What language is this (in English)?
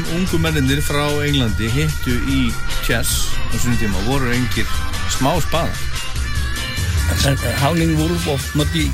Icelandic